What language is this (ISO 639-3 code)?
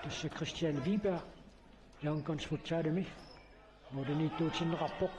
kal